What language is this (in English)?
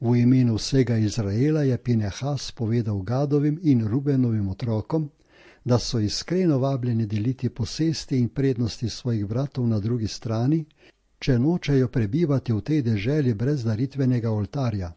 Slovenian